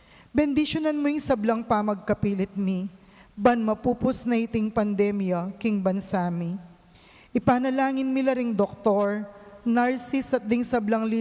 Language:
Pampanga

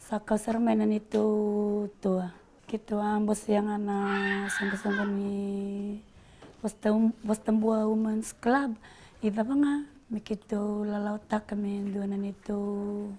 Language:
Fijian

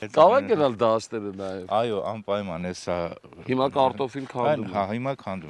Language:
Armenian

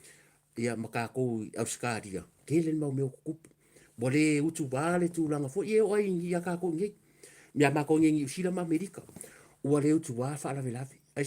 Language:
Samoan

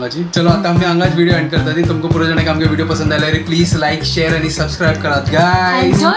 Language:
Konkani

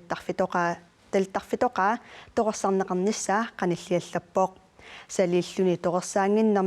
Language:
Kalaallisut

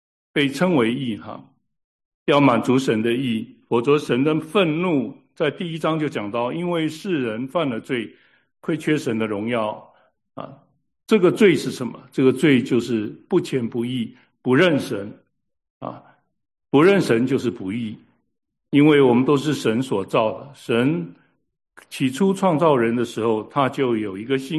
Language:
Chinese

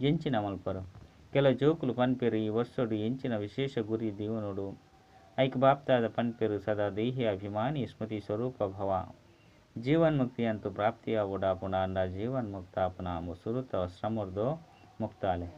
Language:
Tulu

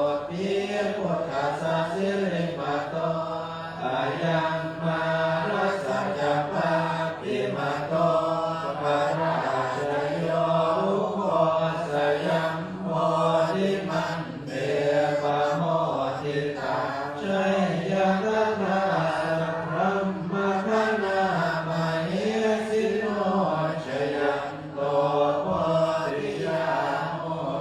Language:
Pali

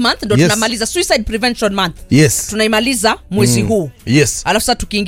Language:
Swahili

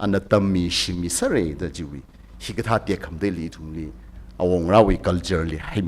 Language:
Tangkhul Naga (India)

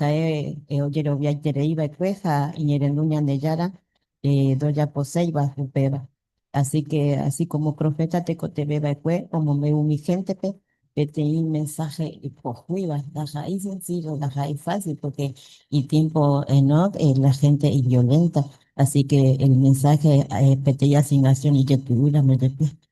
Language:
Guarani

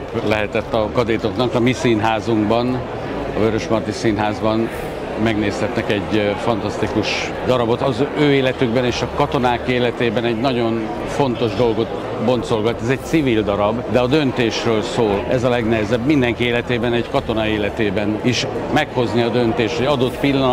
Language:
Hungarian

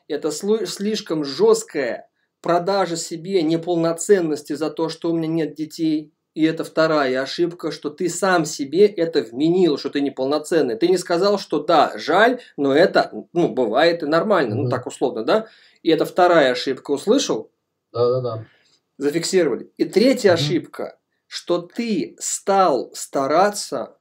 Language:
Russian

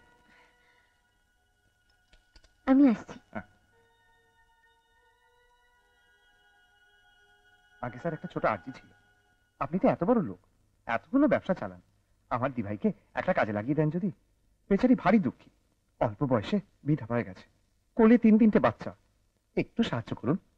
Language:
Bangla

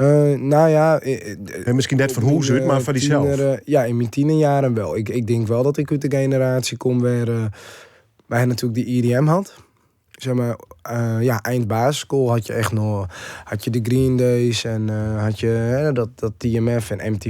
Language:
Western Frisian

